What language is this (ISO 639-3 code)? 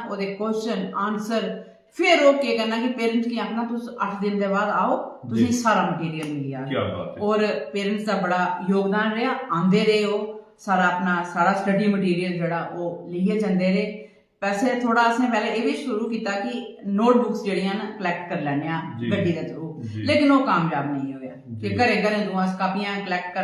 doi